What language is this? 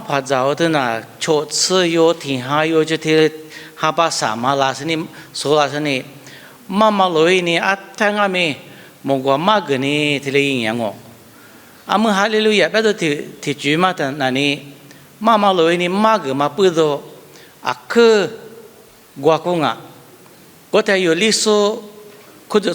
Lisu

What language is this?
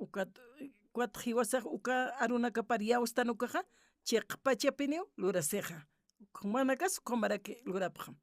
Aymara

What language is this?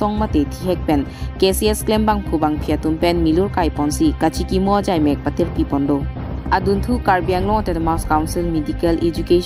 Karbi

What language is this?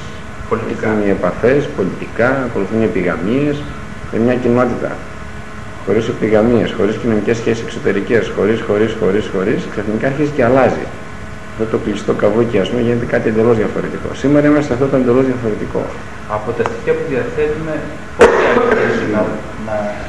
Greek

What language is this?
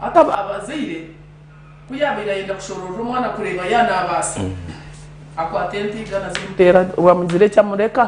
Nyankole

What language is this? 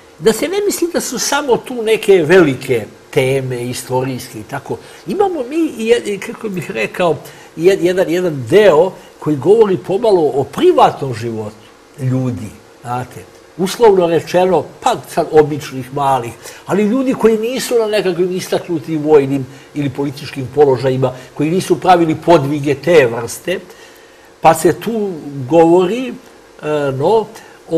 Serbian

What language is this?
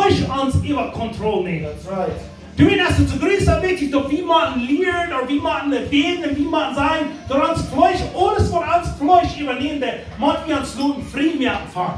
Plautdietsch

